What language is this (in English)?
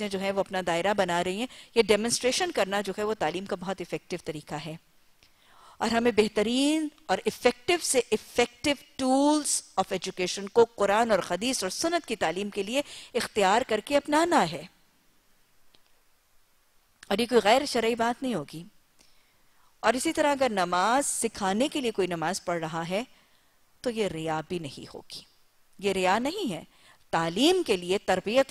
Urdu